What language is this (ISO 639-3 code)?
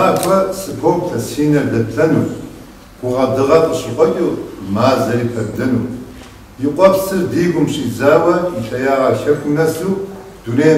kbd